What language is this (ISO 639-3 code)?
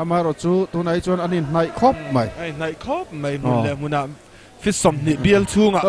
lus